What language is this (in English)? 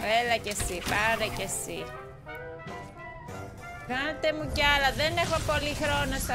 Greek